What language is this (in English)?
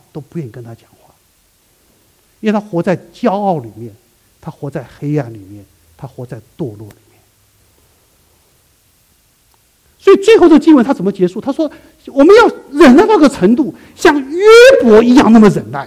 Chinese